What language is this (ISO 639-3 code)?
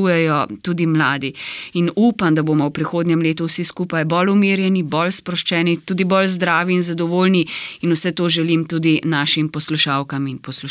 slv